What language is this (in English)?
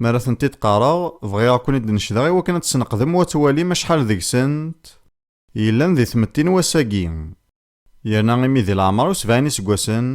Kabyle